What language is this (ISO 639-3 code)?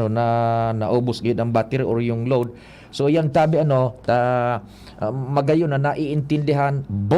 bik